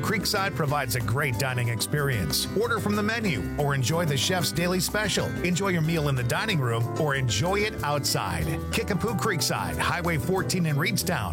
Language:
English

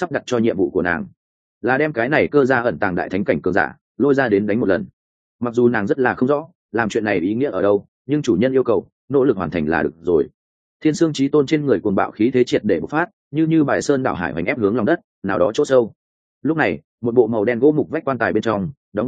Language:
Vietnamese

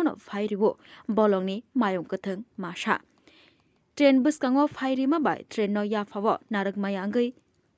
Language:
Kok Borok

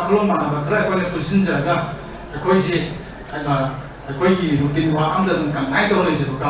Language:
Manipuri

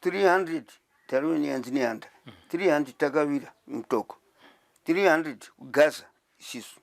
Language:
Shona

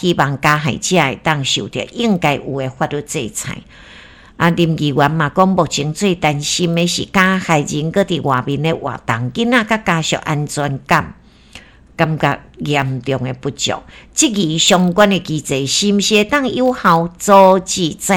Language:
Min Nan Chinese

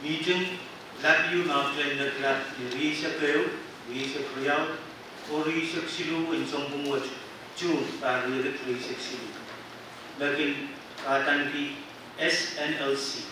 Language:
Pohnpeian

